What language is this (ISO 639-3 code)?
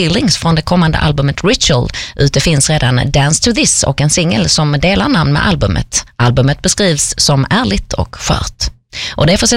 swe